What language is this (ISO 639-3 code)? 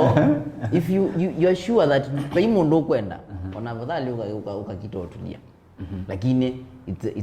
kam